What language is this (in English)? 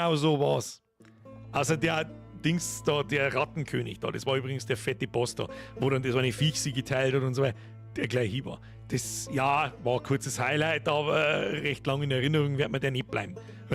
Bavarian